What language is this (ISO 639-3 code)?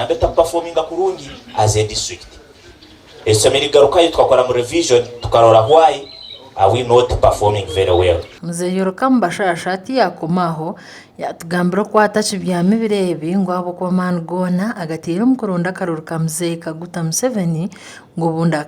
nyn